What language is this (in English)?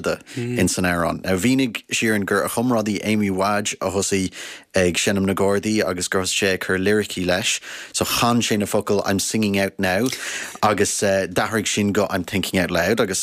Irish